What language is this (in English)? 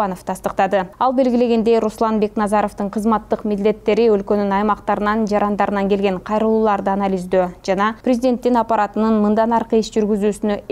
Kyrgyz